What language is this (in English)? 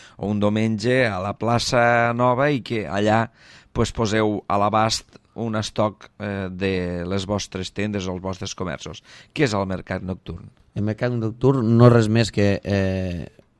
Catalan